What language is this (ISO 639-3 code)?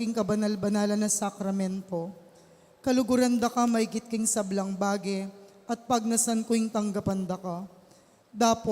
pam